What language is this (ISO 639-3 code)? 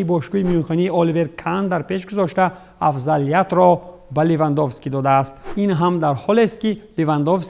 tgk